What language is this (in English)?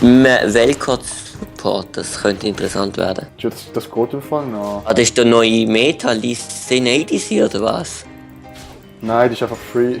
Swiss German